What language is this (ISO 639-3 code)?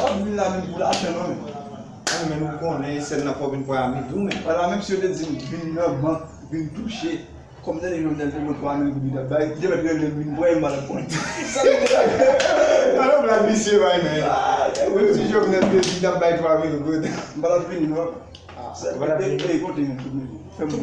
hat